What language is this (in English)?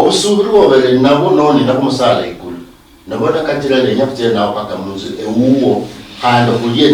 Luyia